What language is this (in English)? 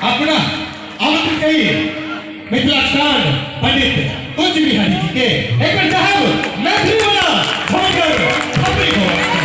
Maithili